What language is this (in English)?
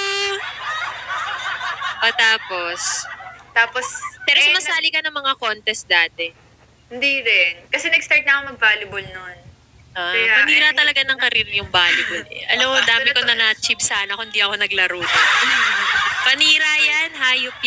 Filipino